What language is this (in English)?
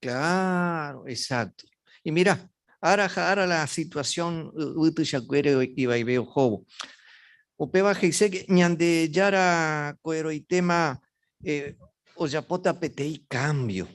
Guarani